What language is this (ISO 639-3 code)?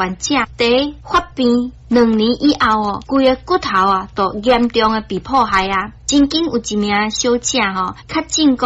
nan